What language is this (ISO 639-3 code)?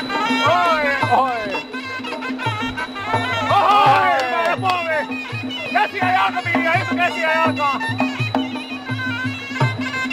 fin